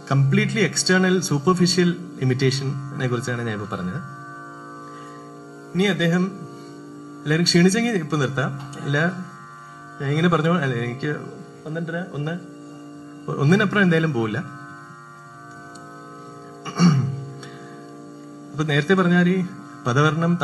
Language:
Malayalam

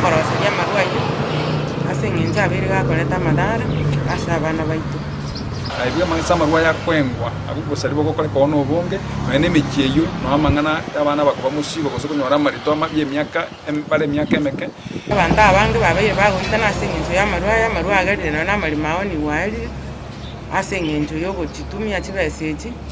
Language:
Gusii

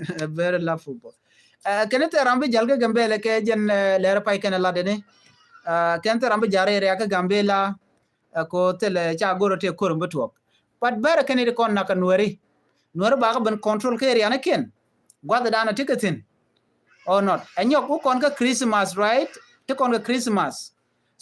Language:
Nuer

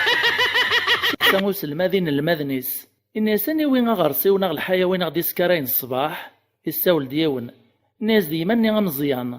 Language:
Kabyle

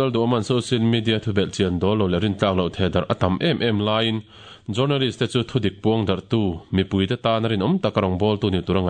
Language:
Mizo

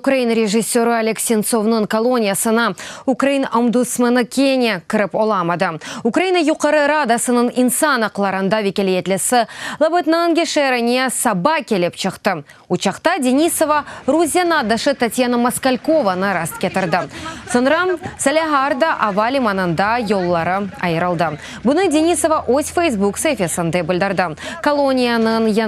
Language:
Crimean Tatar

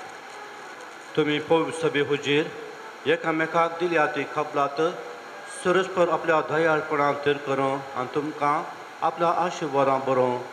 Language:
Konkani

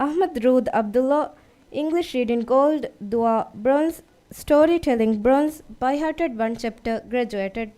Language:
Divehi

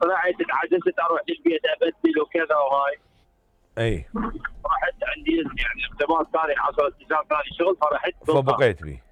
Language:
Mesopotamian Arabic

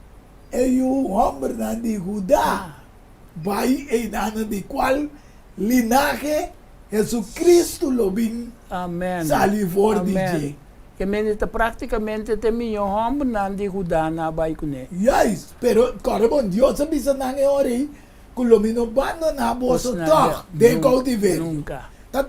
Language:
Papiamento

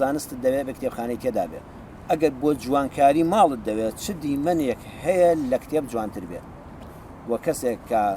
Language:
Central Kurdish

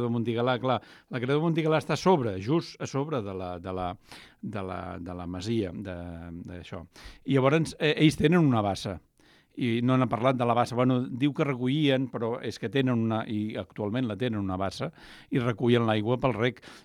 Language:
Catalan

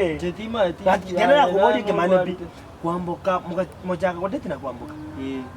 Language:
Gusii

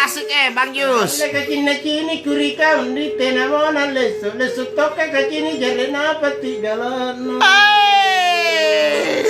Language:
Makasar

